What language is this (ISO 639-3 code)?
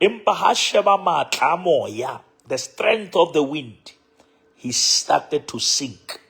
sot